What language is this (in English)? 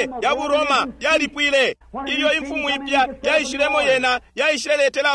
Bemba